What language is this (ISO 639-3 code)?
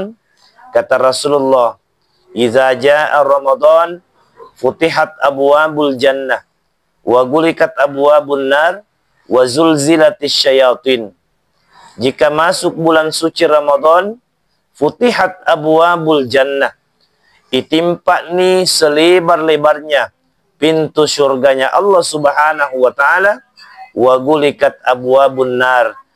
bug